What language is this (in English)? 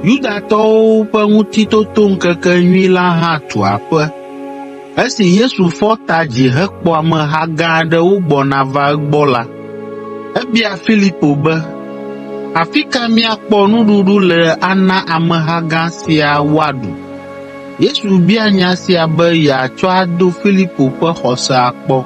Ewe